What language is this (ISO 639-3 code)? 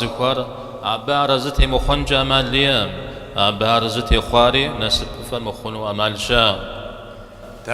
kbd